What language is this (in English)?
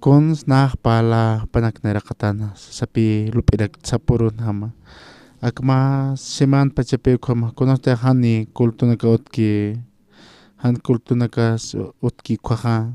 Aymara